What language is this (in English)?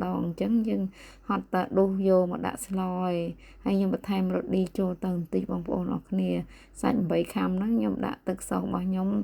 Khmer